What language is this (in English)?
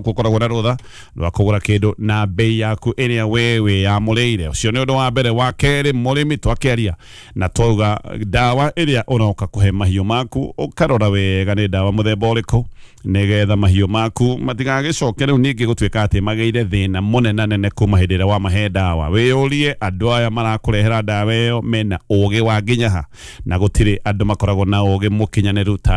Kikuyu